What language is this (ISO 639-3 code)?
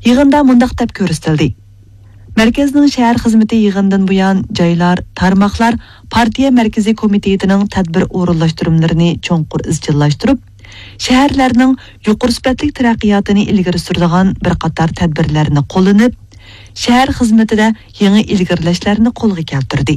uig